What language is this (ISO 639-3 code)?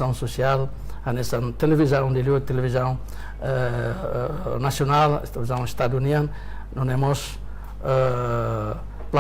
tet